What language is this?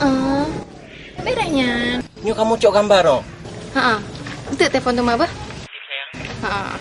Achinese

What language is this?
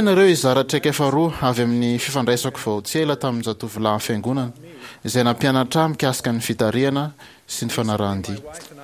Malagasy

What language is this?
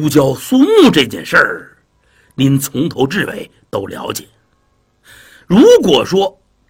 Chinese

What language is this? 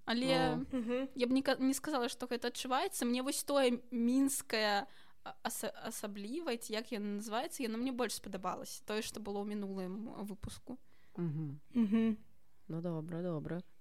Belarusian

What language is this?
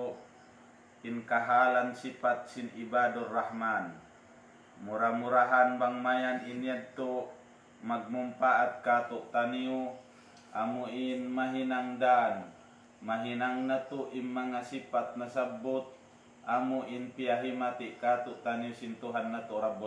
Tausug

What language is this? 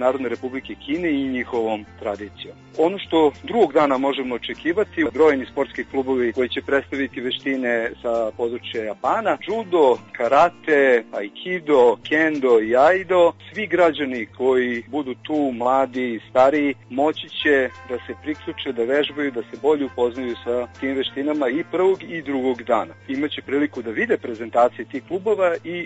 Serbian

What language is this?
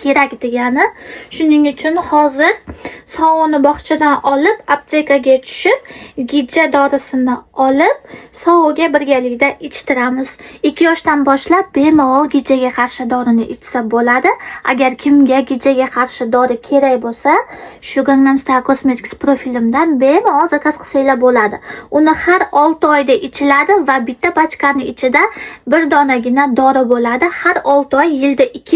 Uzbek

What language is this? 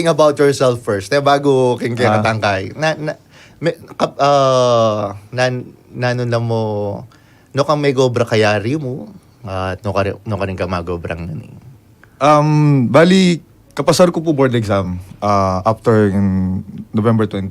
Pampanga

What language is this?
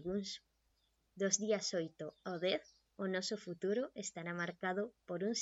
Galician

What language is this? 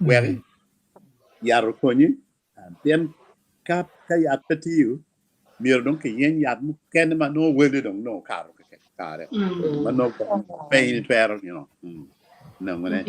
Acoli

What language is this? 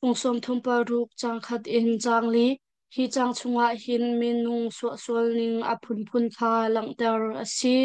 Hakha Chin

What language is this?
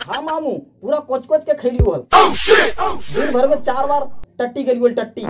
Magahi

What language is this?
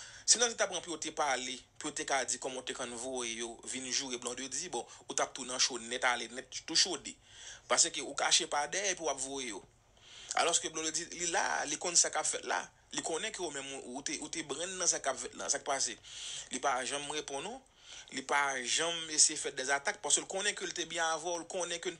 Haitian Creole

